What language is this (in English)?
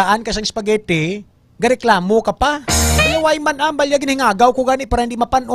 Hiligaynon